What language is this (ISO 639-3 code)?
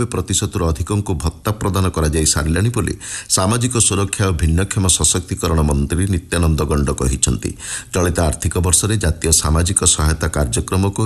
ori